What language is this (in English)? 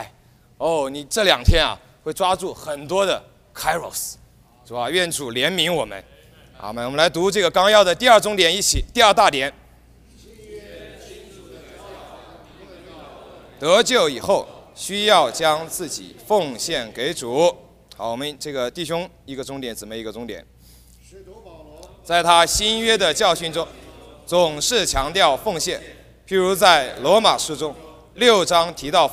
Chinese